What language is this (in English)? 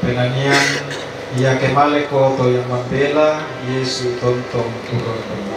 Toraja-Sa'dan